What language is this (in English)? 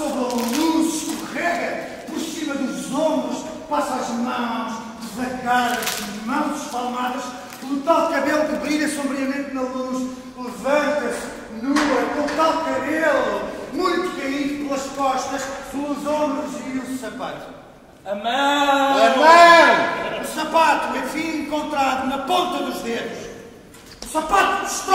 Portuguese